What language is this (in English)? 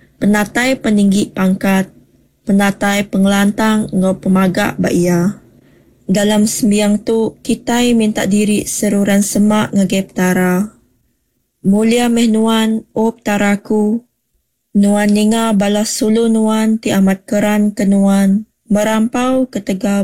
Iban